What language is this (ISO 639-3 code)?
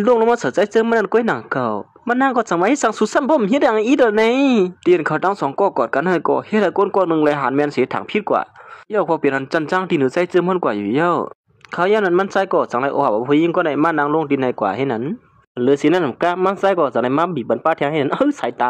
shn